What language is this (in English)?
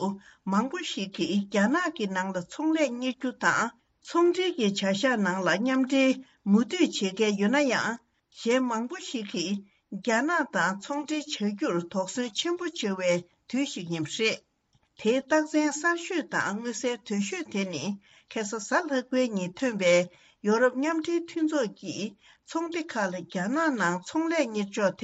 Tibetan